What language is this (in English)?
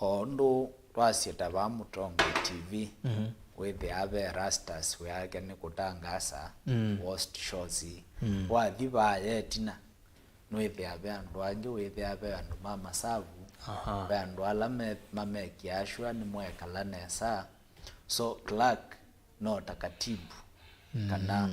Kamba